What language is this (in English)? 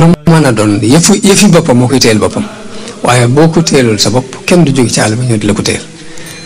Wolof